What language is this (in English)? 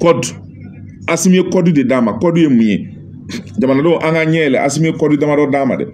Bambara